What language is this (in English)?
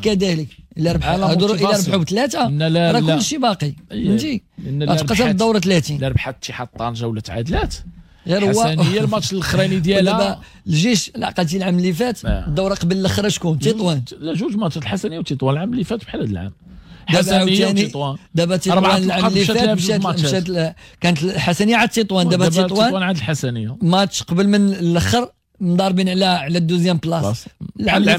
Moroccan Arabic